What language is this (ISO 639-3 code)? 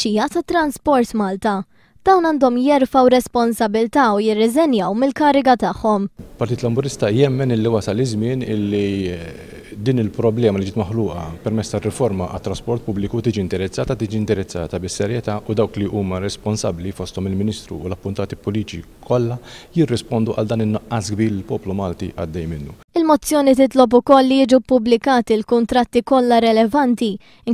mlt